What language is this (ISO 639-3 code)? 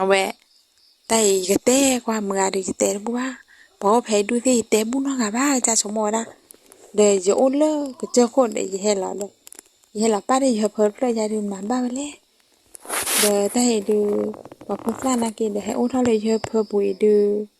ksw